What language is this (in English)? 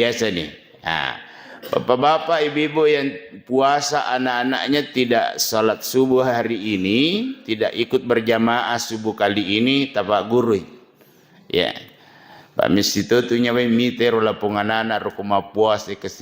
Buginese